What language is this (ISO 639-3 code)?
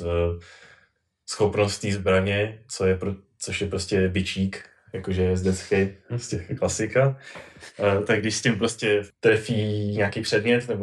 ces